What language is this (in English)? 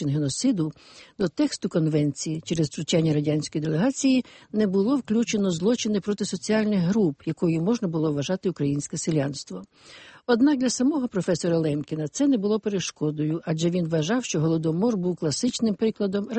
Ukrainian